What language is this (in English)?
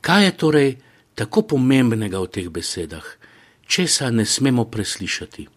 Slovenian